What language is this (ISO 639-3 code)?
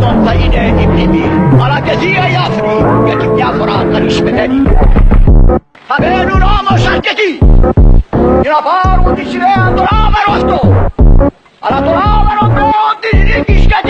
ell